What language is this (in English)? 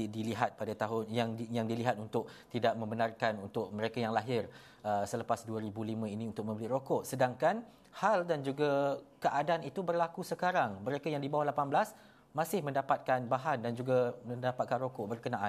Malay